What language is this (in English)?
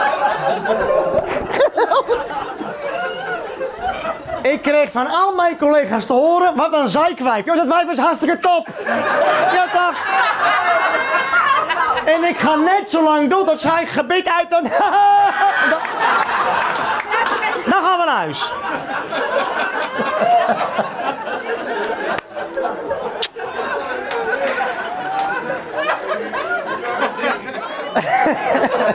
Dutch